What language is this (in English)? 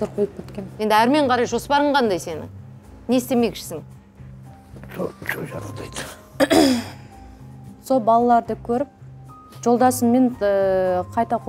Kazakh